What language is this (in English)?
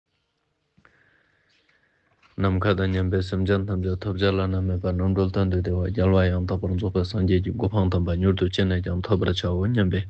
Ladakhi